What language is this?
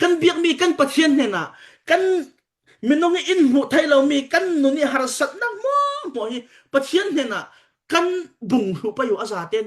Falam Chin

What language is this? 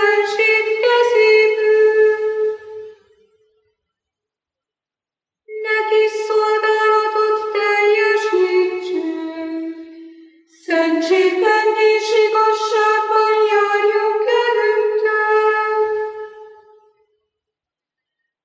Hungarian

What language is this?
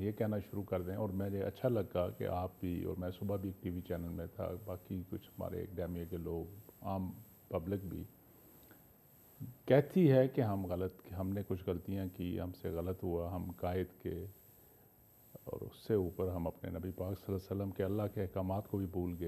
Urdu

